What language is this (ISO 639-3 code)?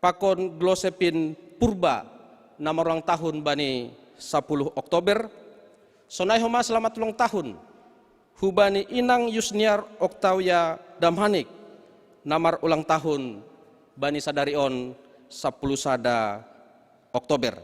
bts